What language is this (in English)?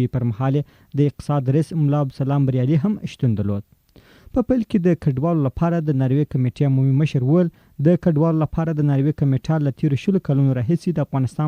Pashto